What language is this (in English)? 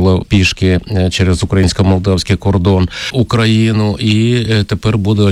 Ukrainian